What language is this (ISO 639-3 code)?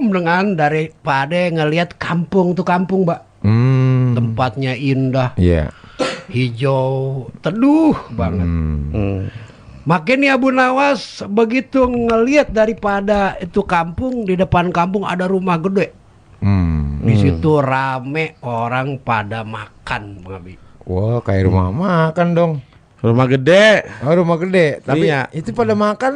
bew